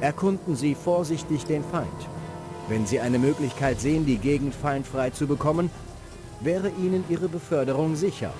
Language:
Bavarian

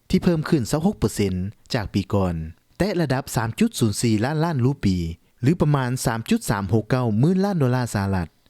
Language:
Lao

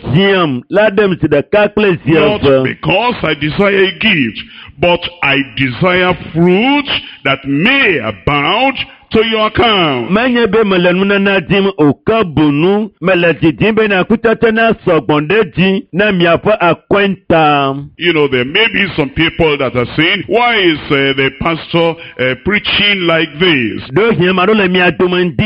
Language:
Ewe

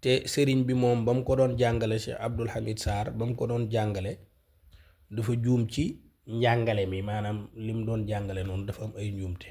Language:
Wolof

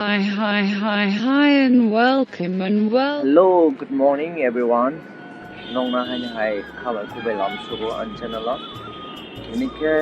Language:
Kok Borok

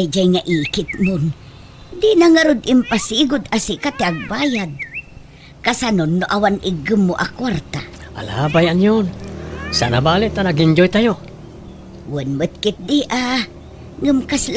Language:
Iloko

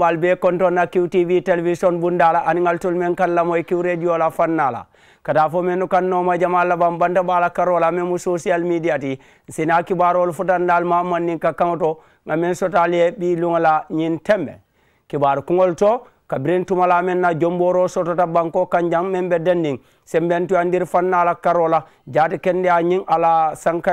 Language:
Mandingo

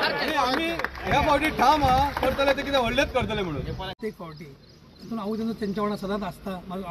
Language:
Konkani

